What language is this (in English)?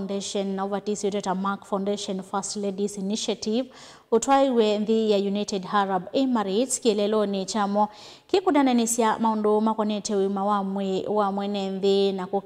Kamba